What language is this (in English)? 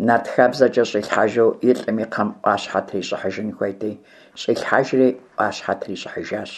Kabardian